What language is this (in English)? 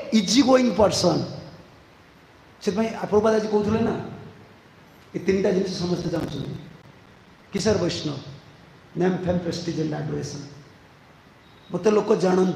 Odia